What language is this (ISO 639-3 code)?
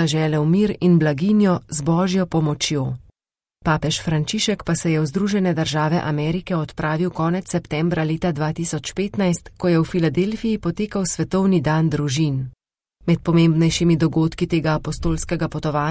slv